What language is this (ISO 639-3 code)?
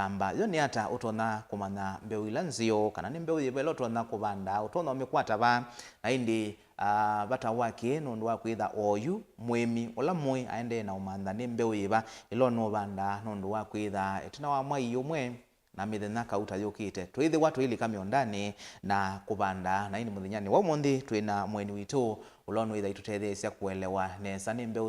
kam